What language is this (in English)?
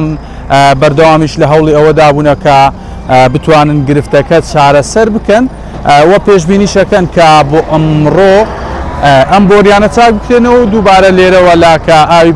Central Kurdish